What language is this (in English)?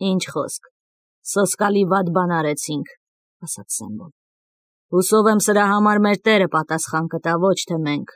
Armenian